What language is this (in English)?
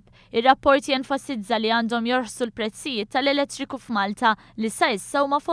Maltese